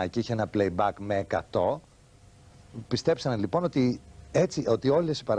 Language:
Greek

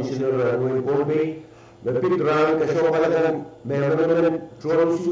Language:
Pohnpeian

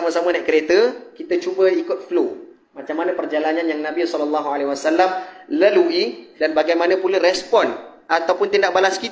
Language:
Malay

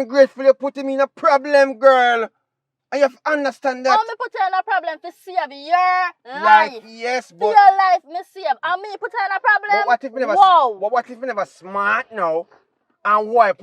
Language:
Jamaican Creole English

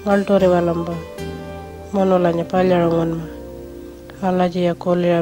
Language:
Pitjantjatjara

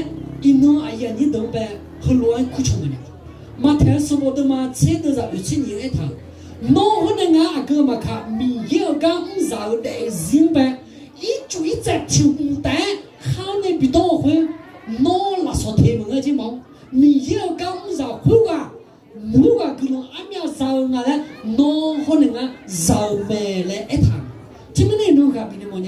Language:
Akha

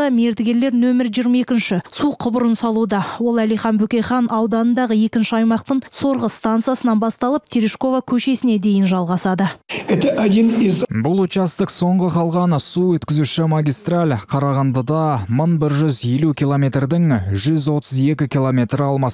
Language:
Kazakh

